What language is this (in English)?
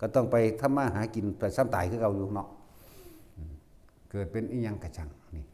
Lao